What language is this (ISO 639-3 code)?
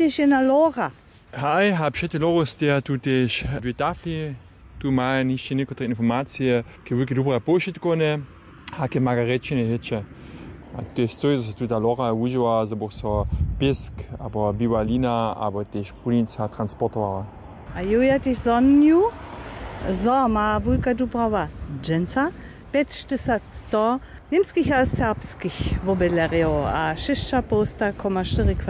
hsb